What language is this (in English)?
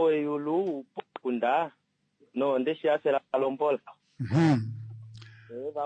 Kuanyama